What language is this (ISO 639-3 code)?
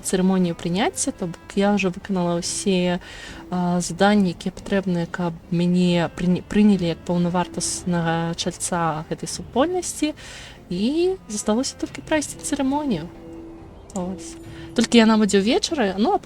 bel